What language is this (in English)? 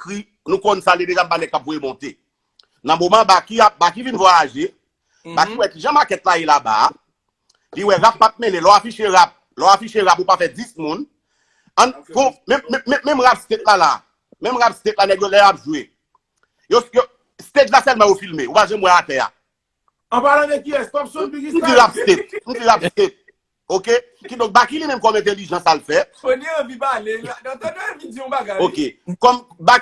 Haitian Creole